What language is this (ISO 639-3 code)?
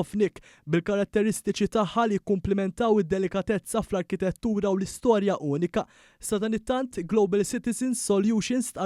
mlt